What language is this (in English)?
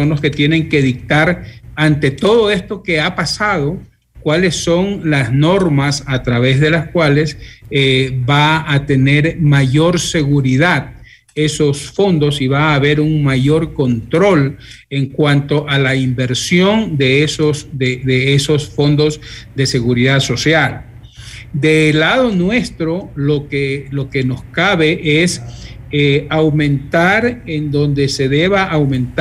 Spanish